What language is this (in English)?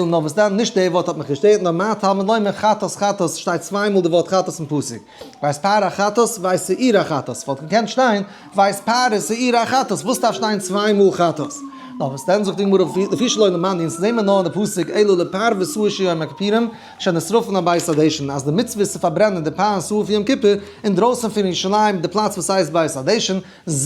Yiddish